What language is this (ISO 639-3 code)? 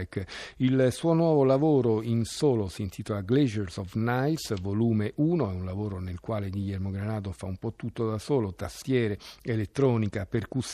ita